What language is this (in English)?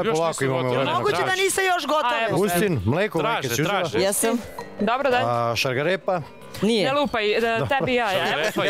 Serbian